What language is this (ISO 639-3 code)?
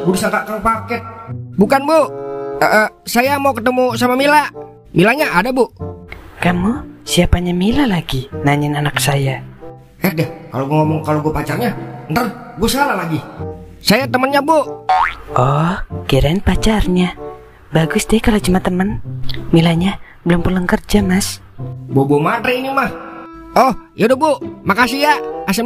bew